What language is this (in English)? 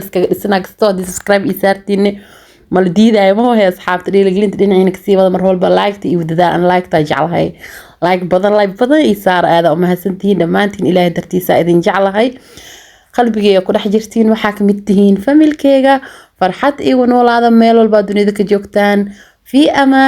Somali